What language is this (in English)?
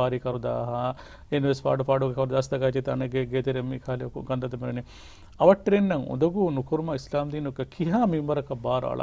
Divehi